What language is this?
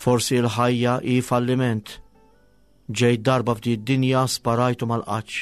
Maltese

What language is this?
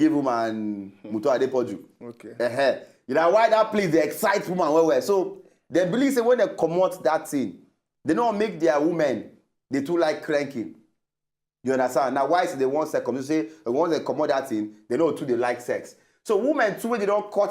Nigerian Pidgin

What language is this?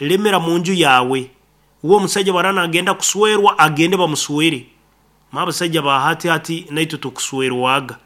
Nyoro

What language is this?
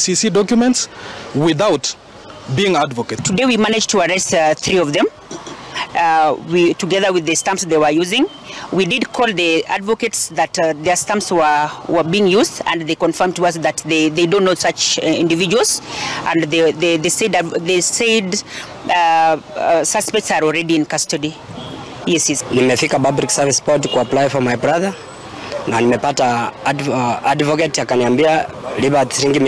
Gusii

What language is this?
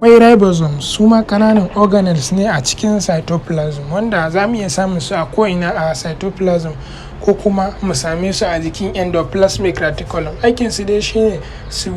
Hausa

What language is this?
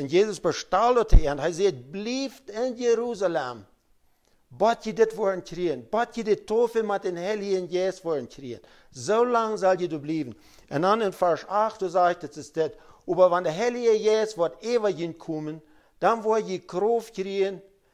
Plautdietsch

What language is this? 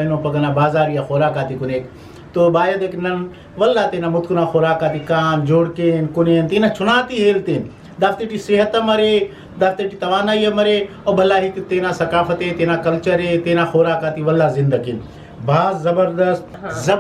Brahui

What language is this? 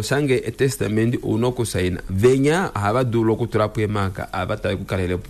Kuanyama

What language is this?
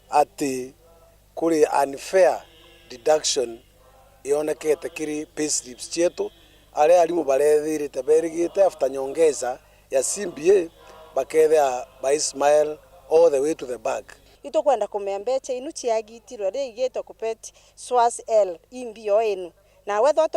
Meru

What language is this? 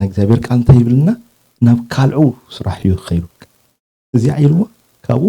Tigrinya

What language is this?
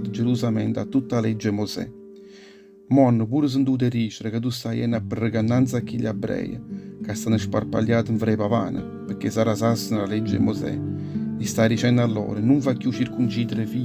Neapolitan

